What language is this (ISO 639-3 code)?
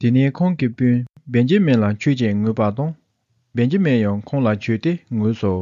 bod